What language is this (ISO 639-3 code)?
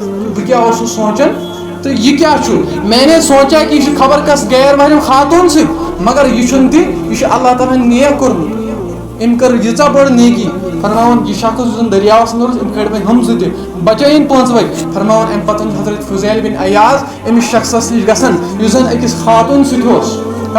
kas